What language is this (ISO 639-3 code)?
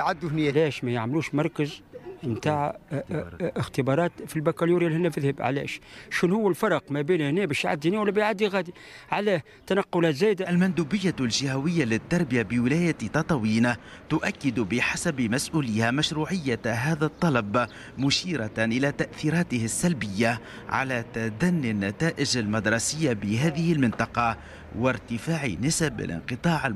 aeb